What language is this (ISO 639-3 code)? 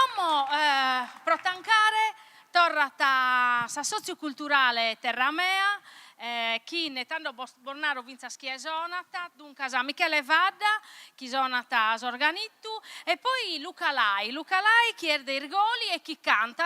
srd